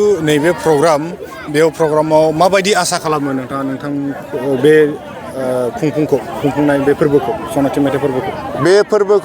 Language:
Bodo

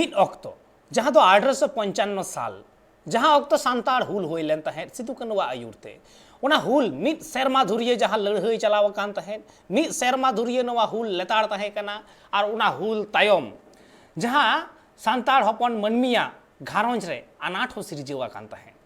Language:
Santali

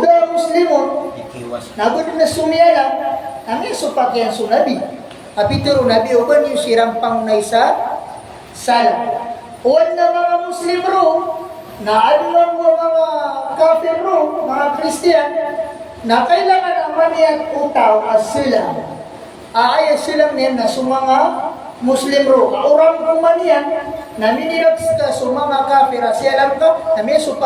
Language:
Maranao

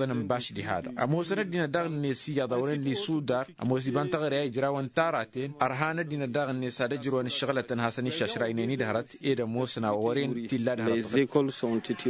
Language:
Tamasheq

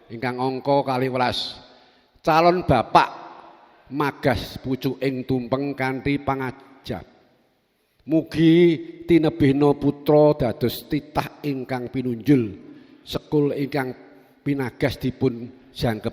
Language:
Javanese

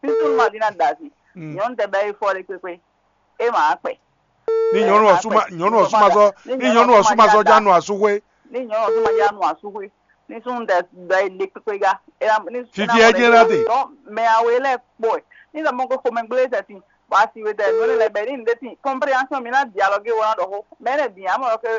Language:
Fon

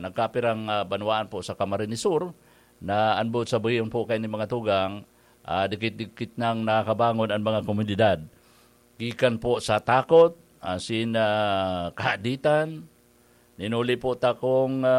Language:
Bikol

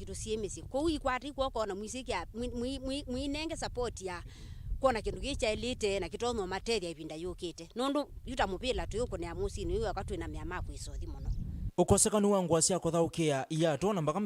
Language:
Kamba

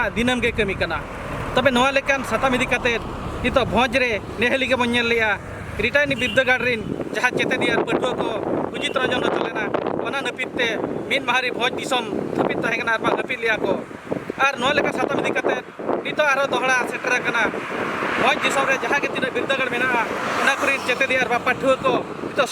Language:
Santali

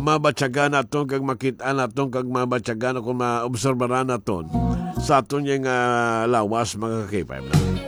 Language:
Hiligaynon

